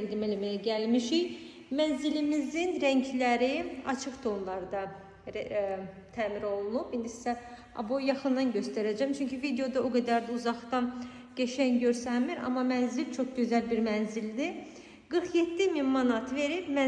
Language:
Azerbaijani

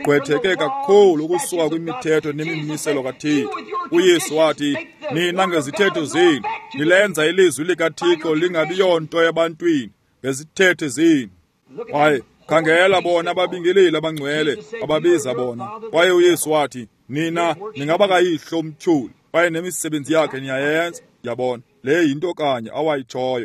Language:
Xhosa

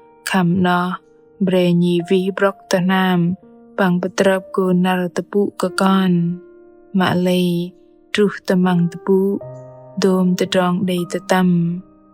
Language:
Bahnar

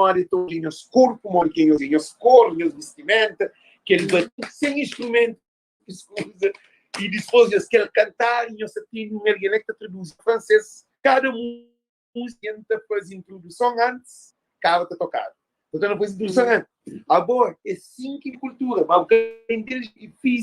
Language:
Kabuverdianu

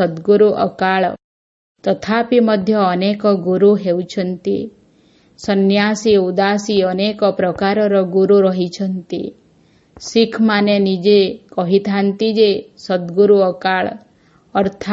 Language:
Odia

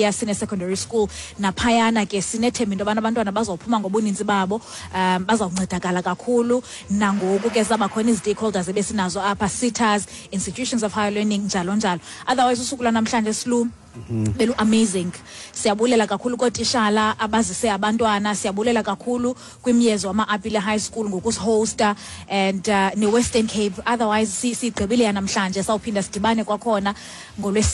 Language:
Xhosa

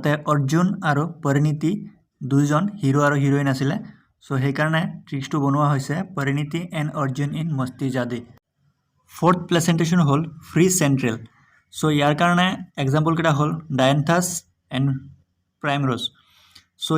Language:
Assamese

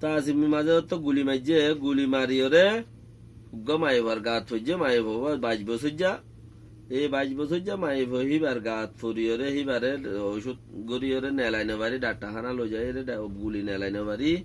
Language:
Rohingya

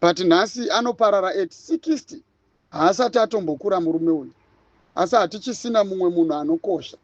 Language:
Shona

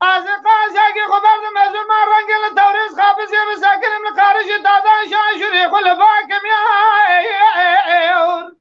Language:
Kurdish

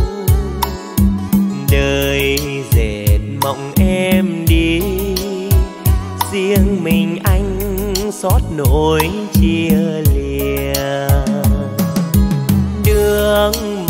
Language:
Vietnamese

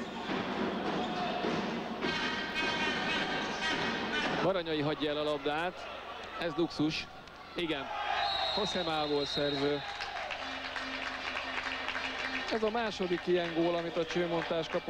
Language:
Hungarian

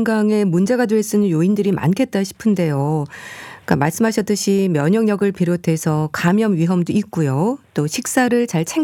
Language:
Korean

